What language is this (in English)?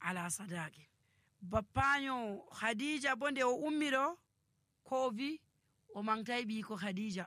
Nigerian Fulfulde